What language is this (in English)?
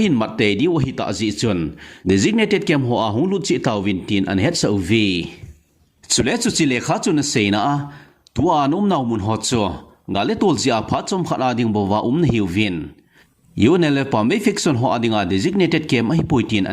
Thado Chin